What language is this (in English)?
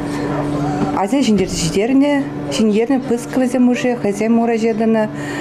Chuvash